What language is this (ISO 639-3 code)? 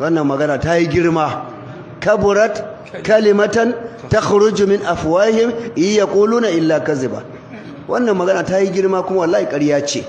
hau